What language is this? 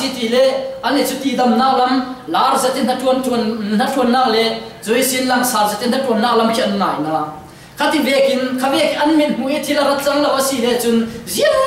Falam Chin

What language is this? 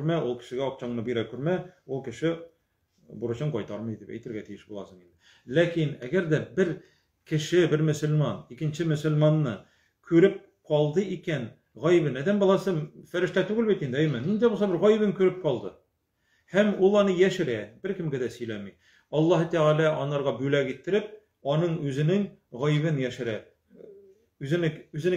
Tatar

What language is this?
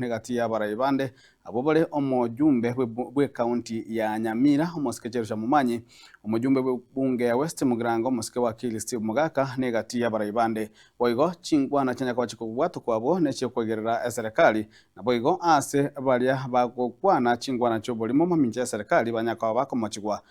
Gusii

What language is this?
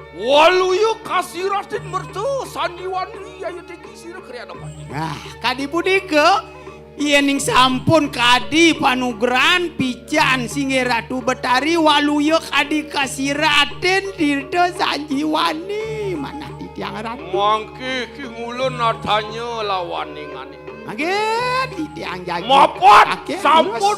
Balinese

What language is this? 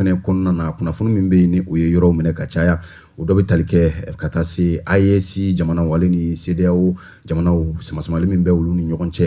Bambara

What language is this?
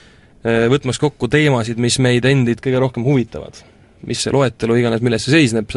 Estonian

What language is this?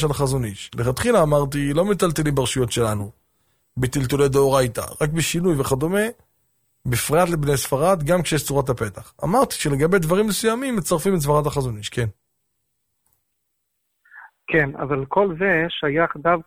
Hebrew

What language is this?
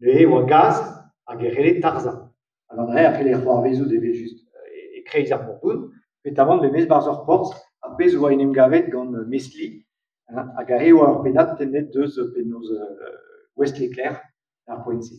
Breton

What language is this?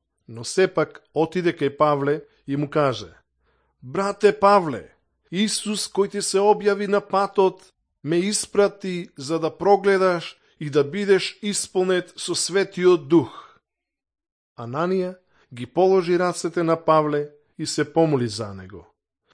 Macedonian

